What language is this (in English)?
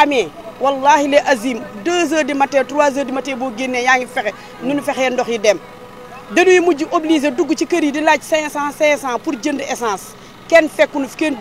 Wolof